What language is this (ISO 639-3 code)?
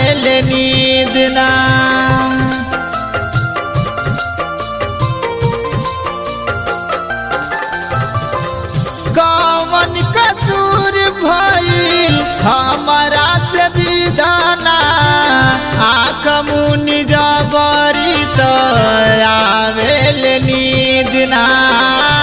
bho